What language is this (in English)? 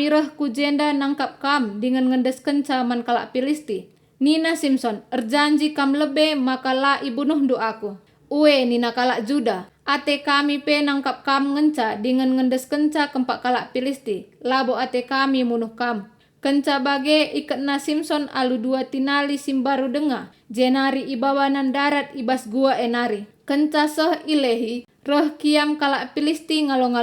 Batak Karo